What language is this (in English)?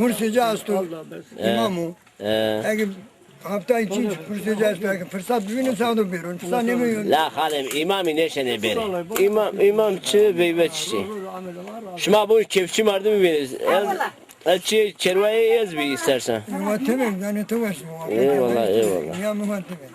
Zaza